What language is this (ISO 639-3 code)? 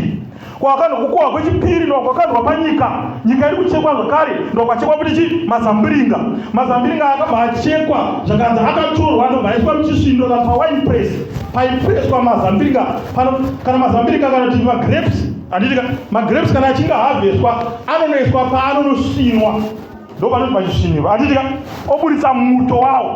sna